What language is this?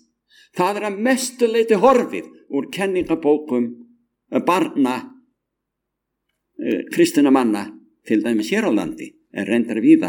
Icelandic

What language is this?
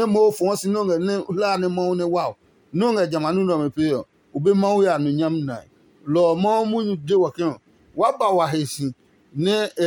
Adangme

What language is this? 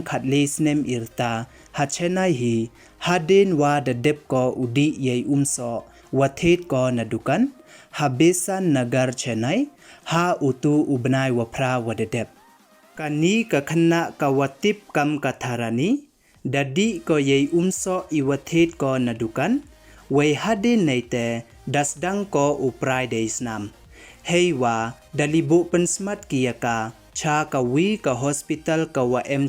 Pnar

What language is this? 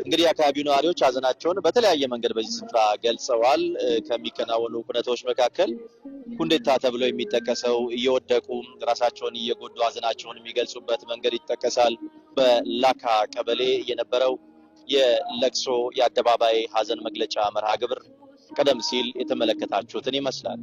Amharic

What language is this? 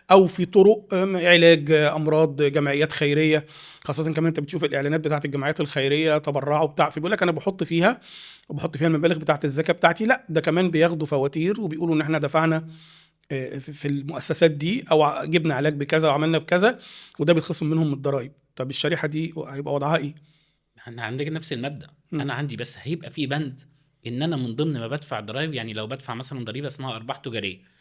Egyptian Arabic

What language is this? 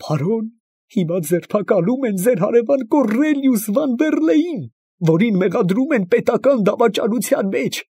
Armenian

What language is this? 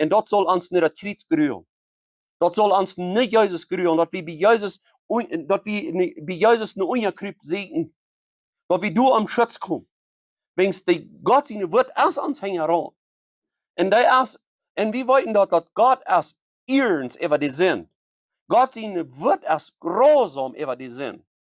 Plautdietsch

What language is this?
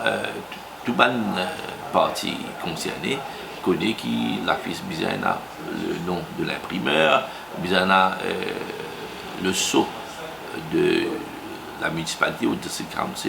Morisyen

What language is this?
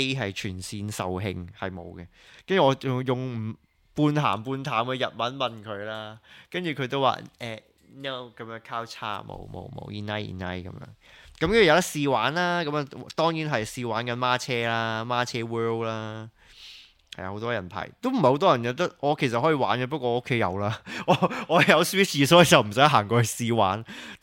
Cantonese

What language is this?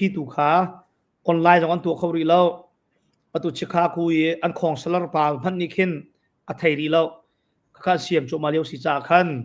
Hakha Chin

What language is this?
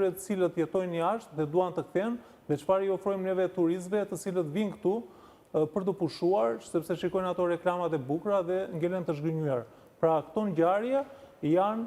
Albanian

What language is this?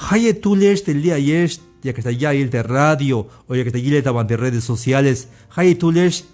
Tzeltal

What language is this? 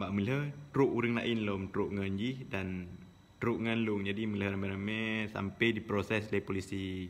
Achinese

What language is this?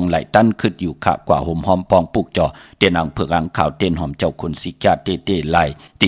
Shan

